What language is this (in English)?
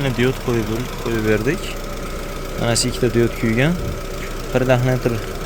Uzbek